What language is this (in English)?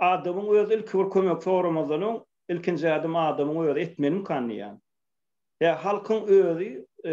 Turkmen